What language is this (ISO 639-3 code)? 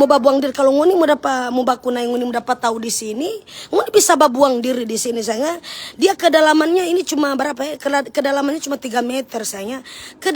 xmm